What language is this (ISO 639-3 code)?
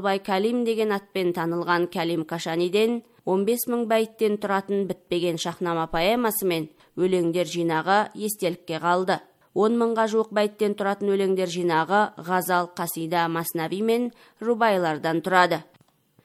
kaz